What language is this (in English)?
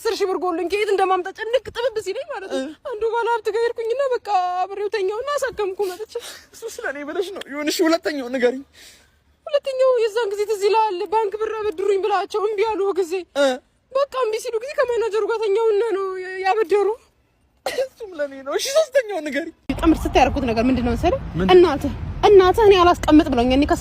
Amharic